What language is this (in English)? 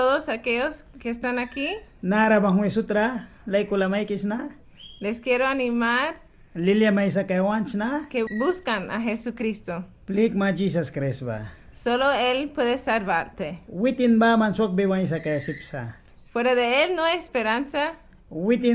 Mískito